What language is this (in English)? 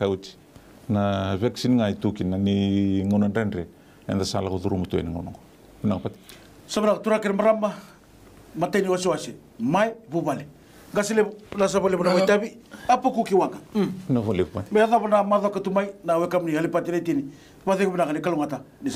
Fijian